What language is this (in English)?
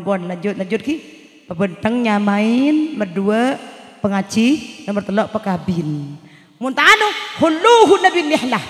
Madurese